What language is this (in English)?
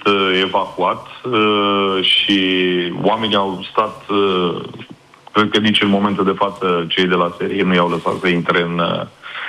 Romanian